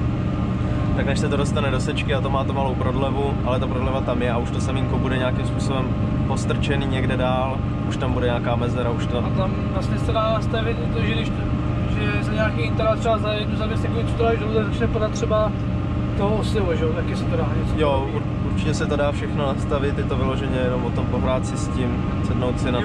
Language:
Czech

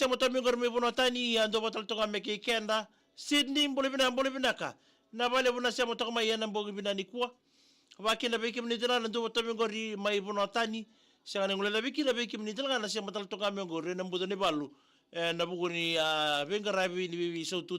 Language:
Fijian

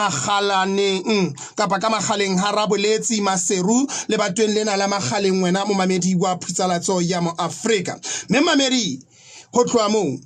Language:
Southern Sotho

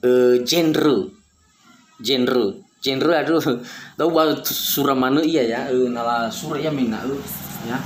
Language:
Nias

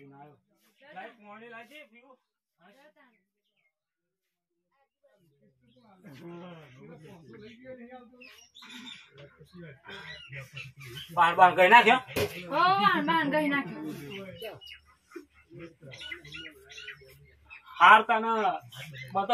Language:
Gujarati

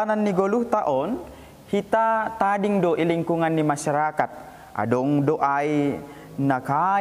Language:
Batak Simalungun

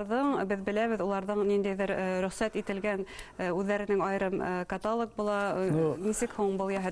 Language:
Bashkir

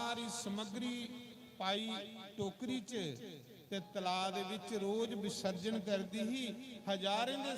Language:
Dogri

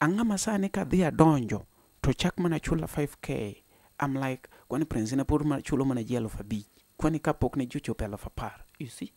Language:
Luo (Kenya and Tanzania)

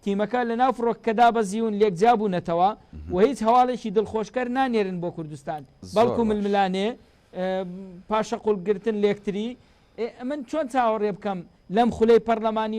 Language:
Central Kurdish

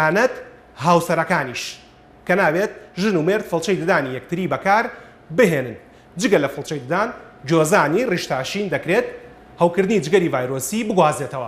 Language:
Central Kurdish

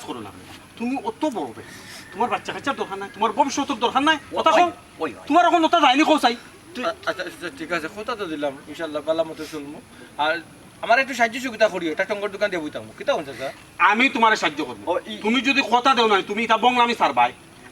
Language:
Sylheti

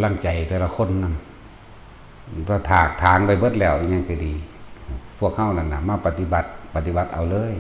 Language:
Northeastern Thai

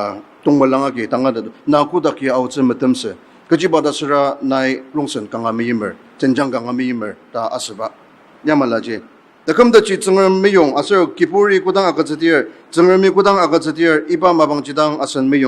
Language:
Ao Naga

